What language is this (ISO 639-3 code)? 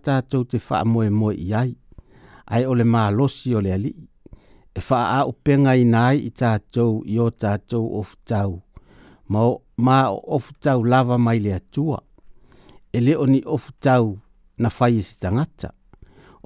smo